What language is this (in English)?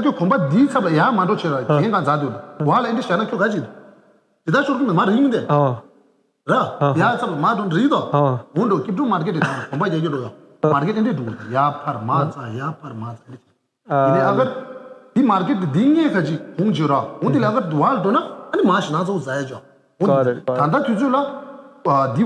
Tibetan